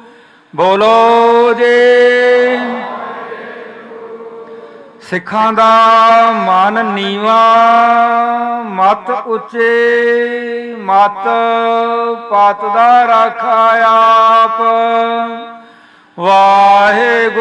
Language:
Punjabi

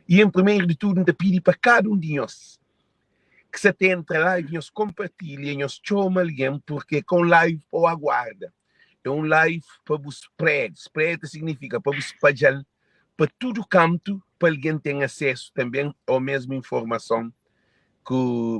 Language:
Kabuverdianu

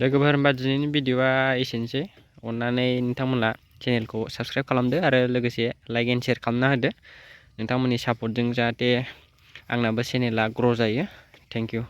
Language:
Bodo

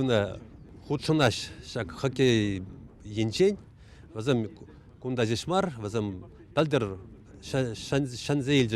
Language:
Chuvash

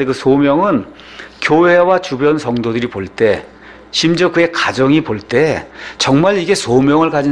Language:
Korean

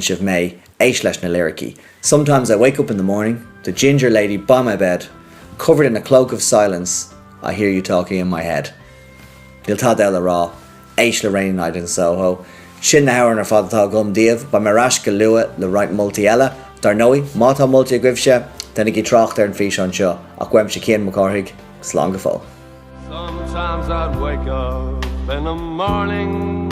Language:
Irish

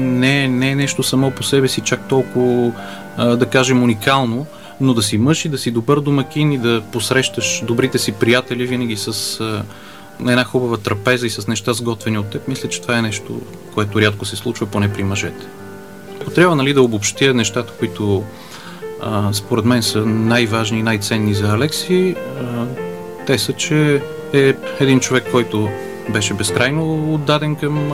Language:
Bulgarian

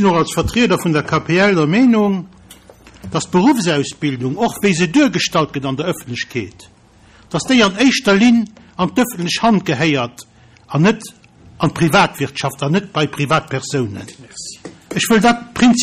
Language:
Luxembourgish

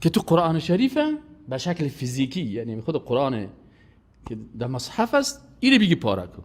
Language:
Persian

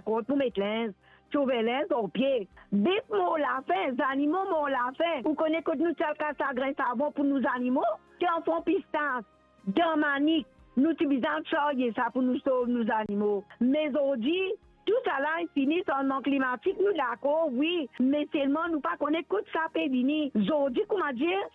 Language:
Morisyen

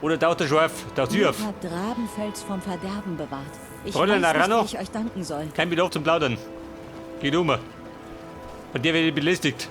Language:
Bavarian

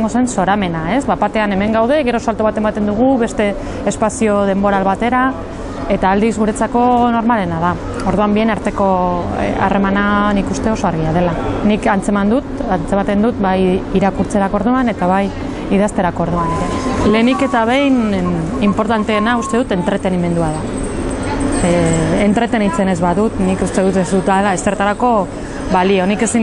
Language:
Basque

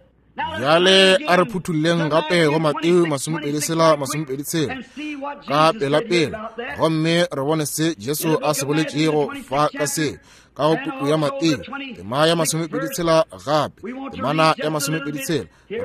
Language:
Northern Sotho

